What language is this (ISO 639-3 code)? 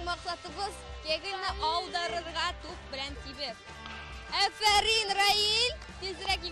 tat